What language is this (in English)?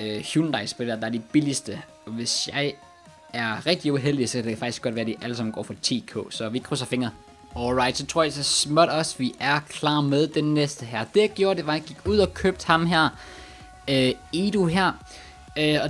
Danish